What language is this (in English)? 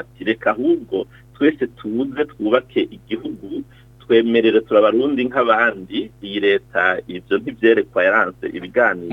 Rundi